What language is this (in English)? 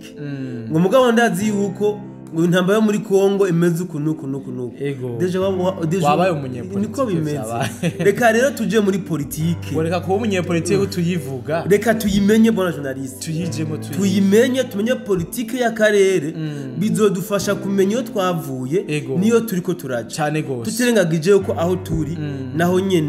Rundi